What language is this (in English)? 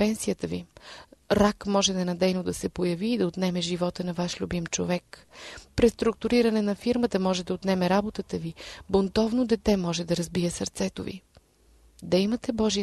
Bulgarian